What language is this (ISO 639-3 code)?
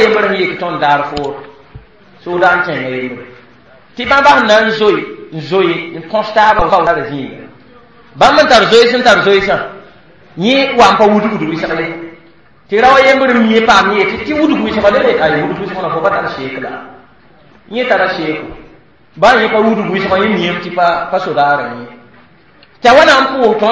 mos